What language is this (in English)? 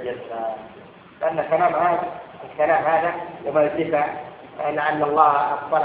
Arabic